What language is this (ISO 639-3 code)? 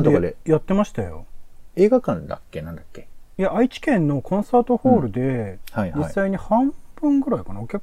jpn